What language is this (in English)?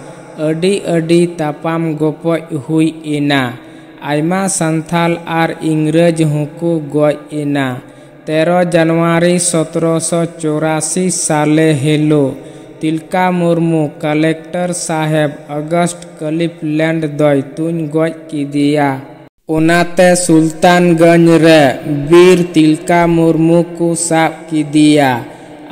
Santali